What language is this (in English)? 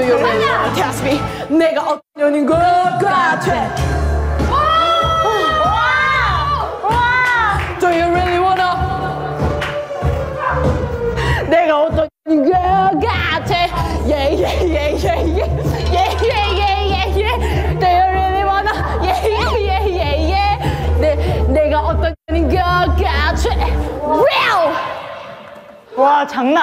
Korean